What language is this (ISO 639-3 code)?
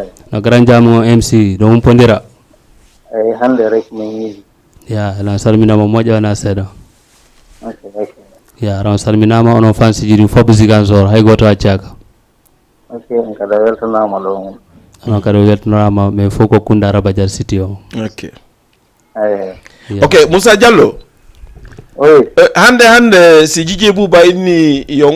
ful